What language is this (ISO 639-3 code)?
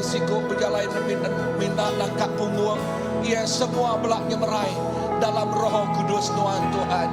iba